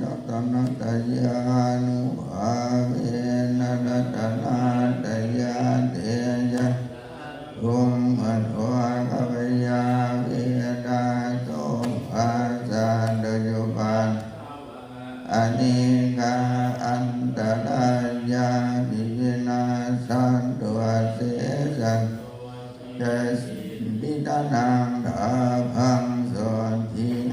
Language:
Pali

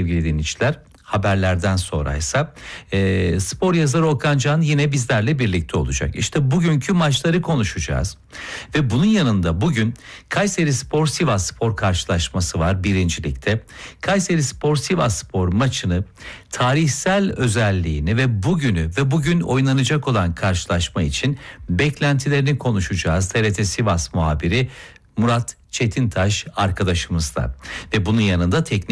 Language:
Turkish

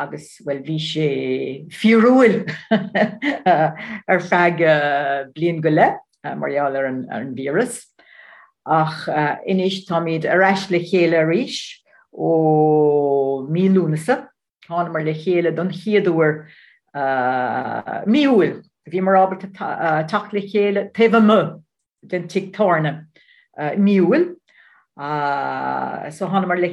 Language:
Irish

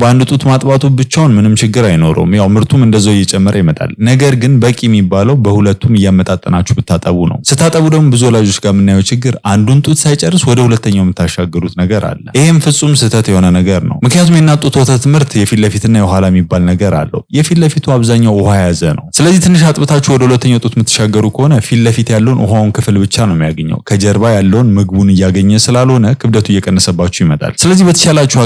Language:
Amharic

